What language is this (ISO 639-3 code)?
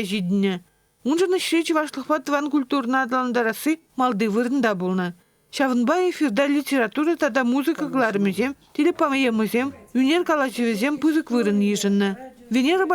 chv